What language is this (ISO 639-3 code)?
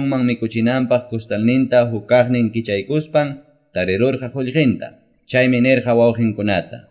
que